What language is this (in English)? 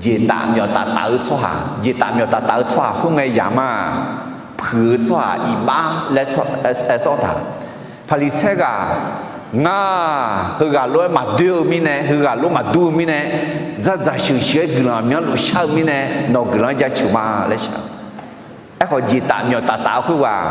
Akha